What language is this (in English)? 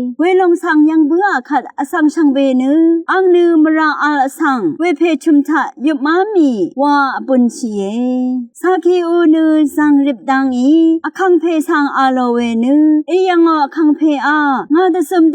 Rawang